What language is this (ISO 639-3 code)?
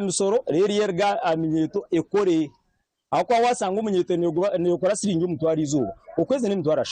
nyn